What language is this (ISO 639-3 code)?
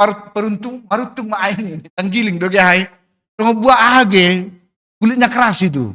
bts